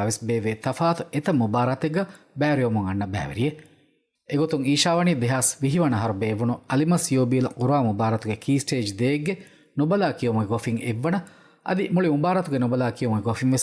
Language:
Divehi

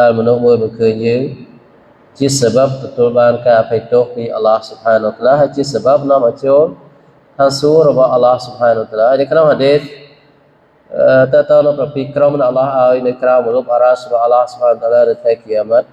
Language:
Khmer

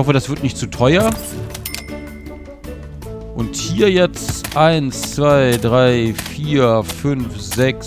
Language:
German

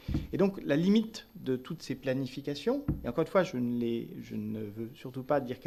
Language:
French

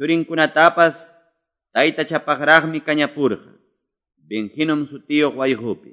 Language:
Quechua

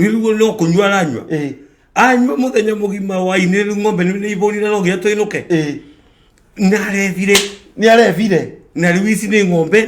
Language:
Kikuyu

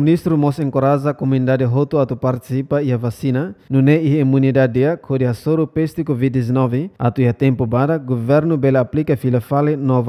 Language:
Tetum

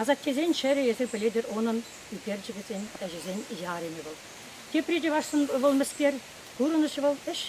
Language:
Chuvash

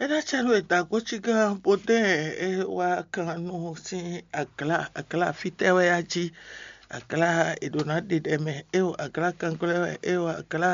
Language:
Fon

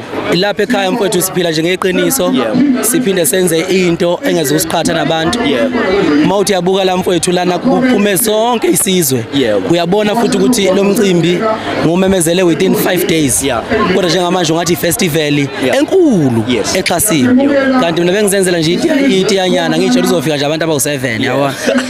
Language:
Zulu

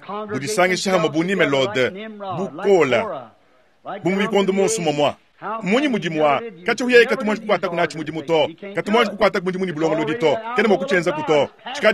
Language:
Luba-Lulua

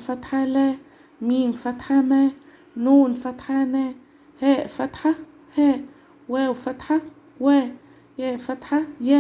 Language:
Egyptian Arabic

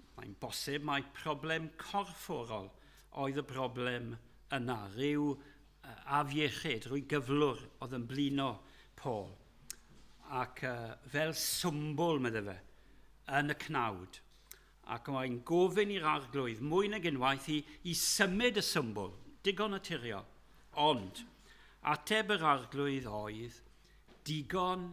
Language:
Welsh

